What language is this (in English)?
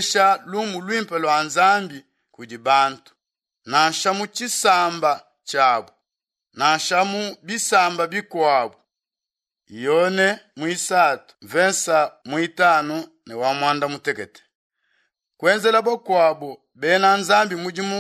Luba-Lulua